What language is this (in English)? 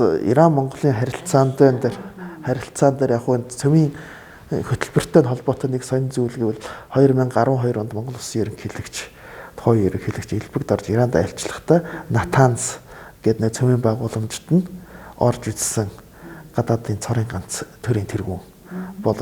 Mongolian